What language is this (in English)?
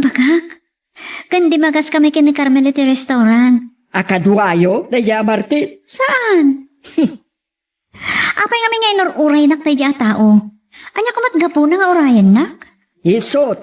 Iloko